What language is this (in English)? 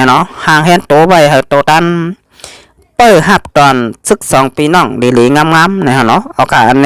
Shan